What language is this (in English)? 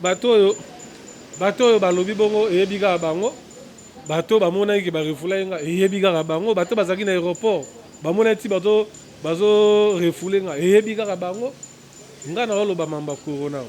Lingala